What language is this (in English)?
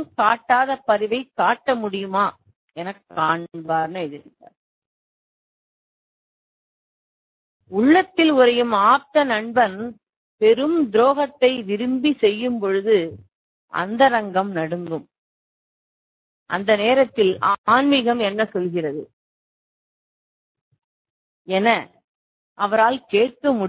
Tamil